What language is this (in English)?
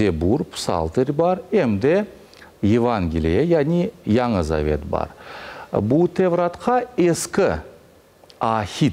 Crimean Tatar